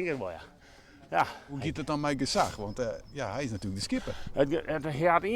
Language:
Western Frisian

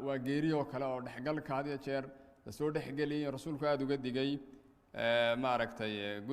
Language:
Somali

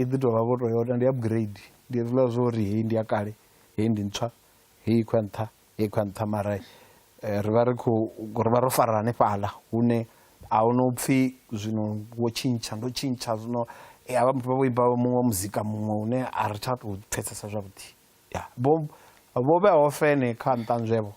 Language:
Venda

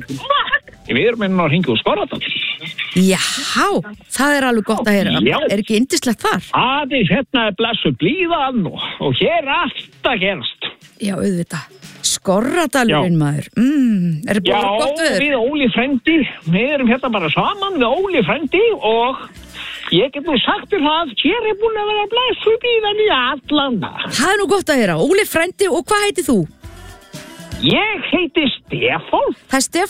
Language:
Icelandic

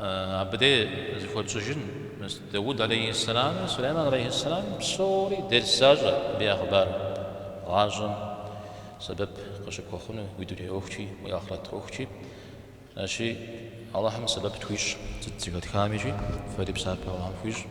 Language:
Kabardian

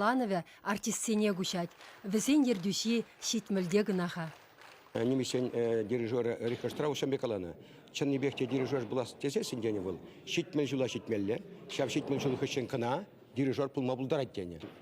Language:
Chuvash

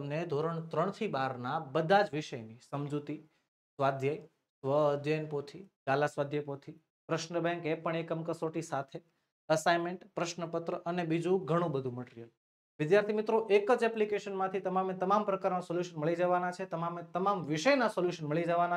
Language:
Gujarati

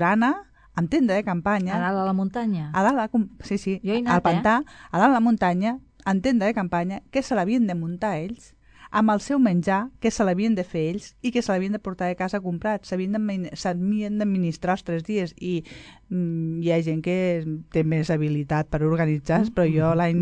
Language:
Catalan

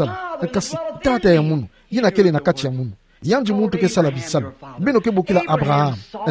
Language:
Kituba (Democratic Republic of Congo)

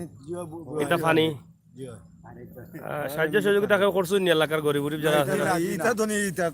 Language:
Sylheti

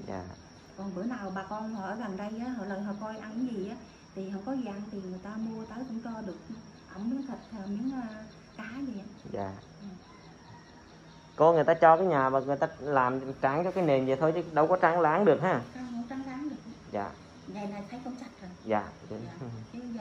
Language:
Vietnamese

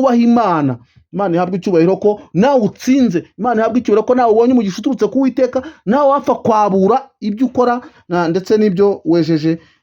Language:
Kinyarwanda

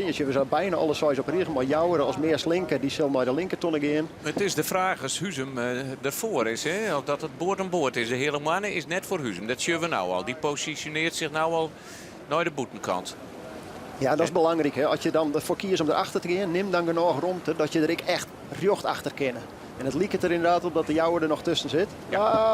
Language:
Western Frisian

